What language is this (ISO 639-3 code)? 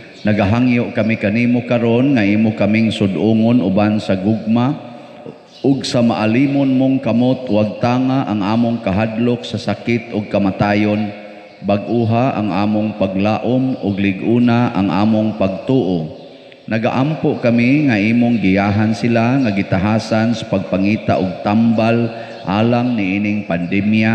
ceb